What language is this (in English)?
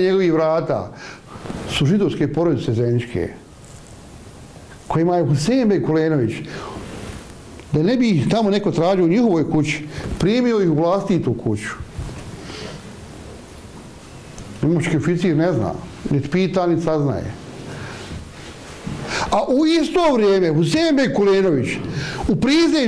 Bosnian